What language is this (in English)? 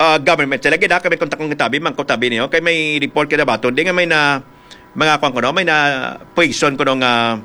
Hiligaynon